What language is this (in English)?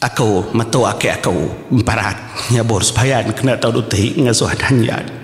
Iban